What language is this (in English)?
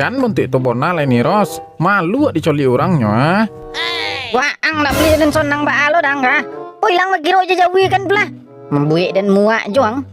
Minangkabau